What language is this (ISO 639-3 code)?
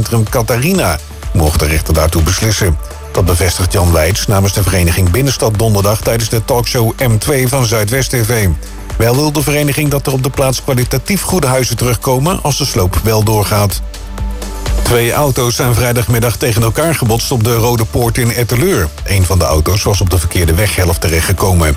nld